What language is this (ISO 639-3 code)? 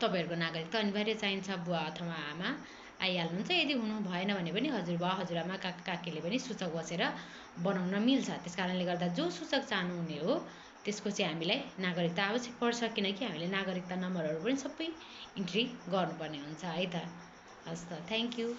nep